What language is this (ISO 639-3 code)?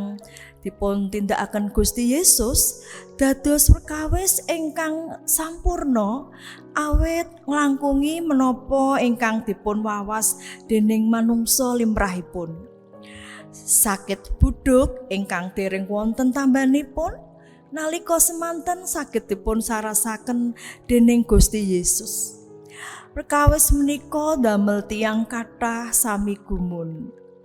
jav